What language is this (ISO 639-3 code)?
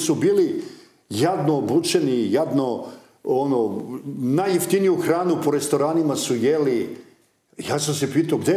srp